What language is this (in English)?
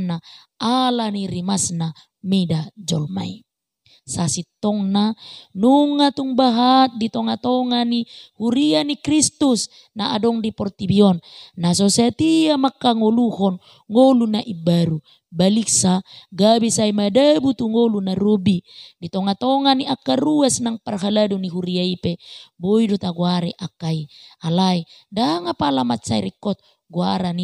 Batak Toba